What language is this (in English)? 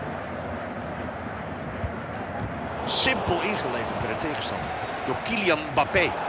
Dutch